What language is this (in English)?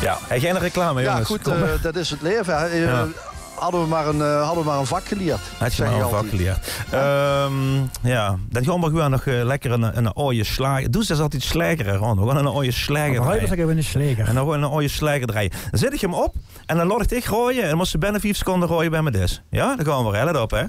Limburgish